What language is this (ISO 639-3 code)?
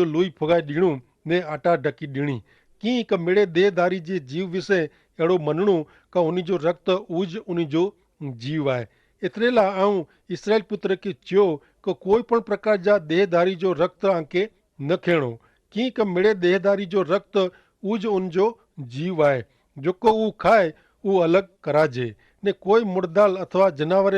kfr